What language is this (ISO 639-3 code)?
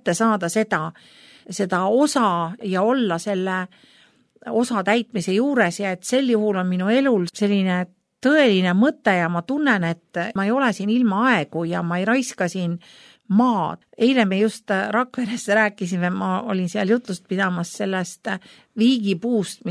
est